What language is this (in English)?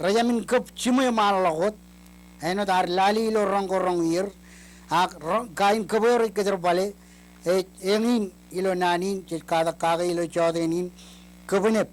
Marshallese